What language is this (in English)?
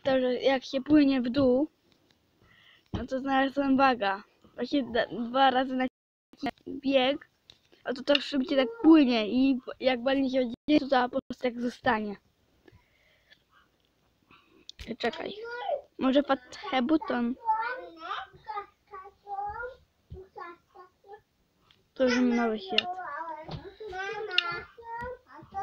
Polish